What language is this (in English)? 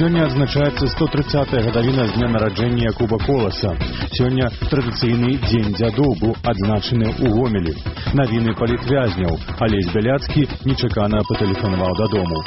Belarusian